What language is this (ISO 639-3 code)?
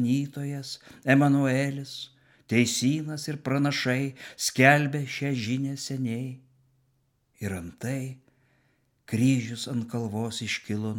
lit